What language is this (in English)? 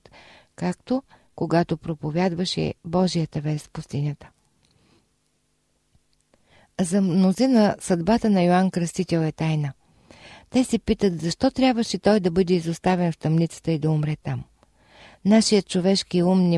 Bulgarian